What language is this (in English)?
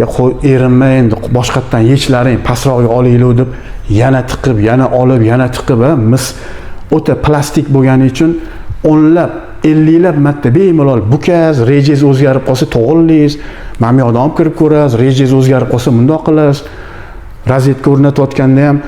Uzbek